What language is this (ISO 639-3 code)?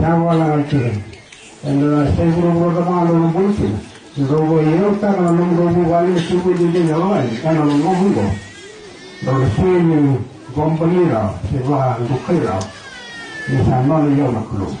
fij